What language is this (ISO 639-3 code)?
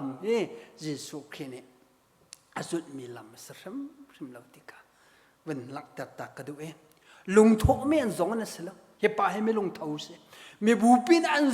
cnh